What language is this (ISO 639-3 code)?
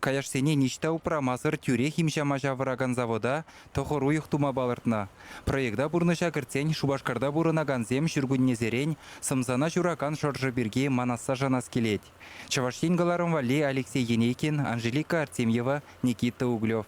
chv